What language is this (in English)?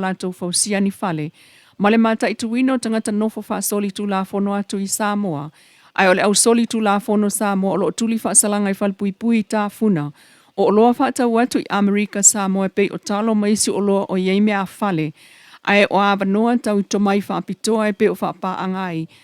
Samoan